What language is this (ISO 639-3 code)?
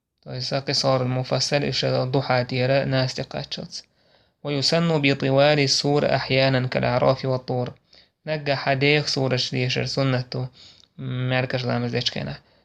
che